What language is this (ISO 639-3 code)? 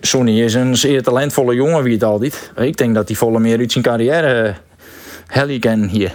fry